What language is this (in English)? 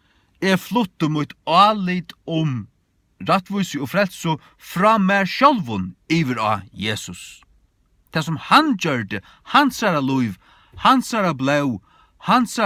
Faroese